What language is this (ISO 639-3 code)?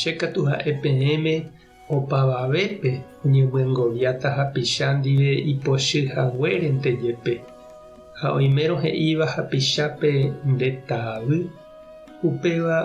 grn